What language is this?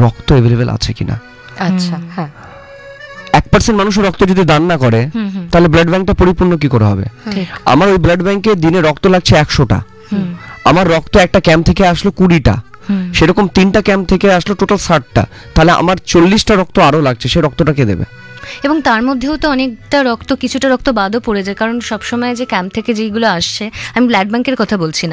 Bangla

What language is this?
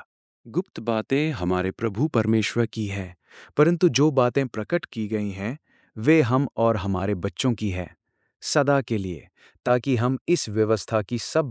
Hindi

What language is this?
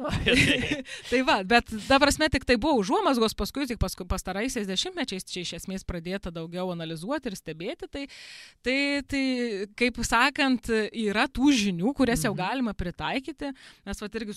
Lithuanian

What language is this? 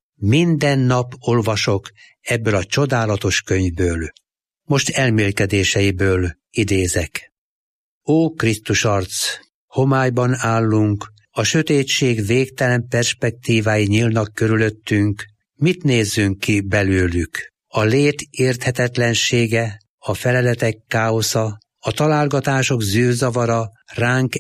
Hungarian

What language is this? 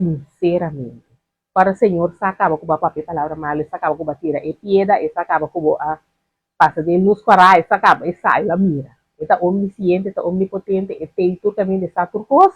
Papiamento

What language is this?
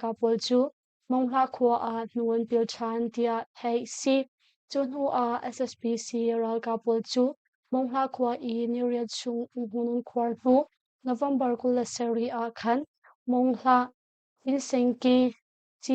Hakha Chin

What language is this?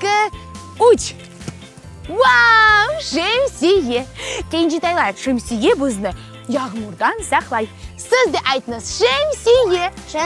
Crimean Tatar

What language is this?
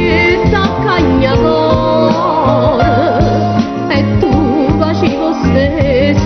Neapolitan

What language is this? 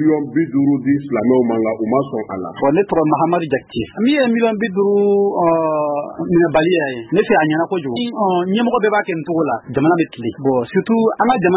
Bambara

